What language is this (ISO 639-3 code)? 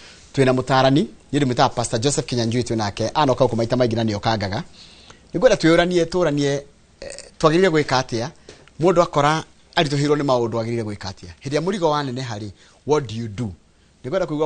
kik